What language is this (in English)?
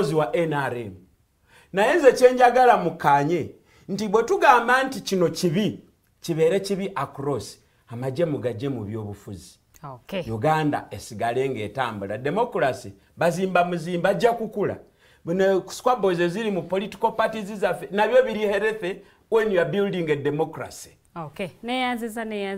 Ganda